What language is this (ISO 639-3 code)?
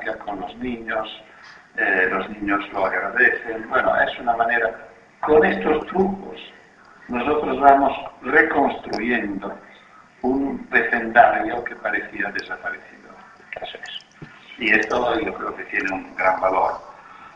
spa